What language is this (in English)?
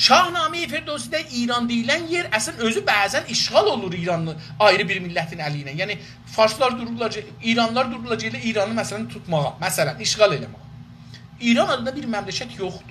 South Azerbaijani